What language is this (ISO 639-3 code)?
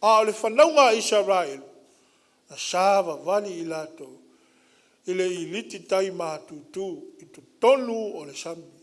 smo